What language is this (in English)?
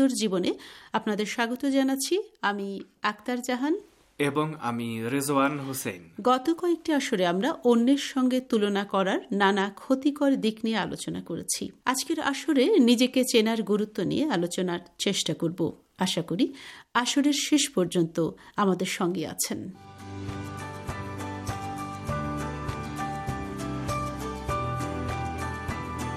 Bangla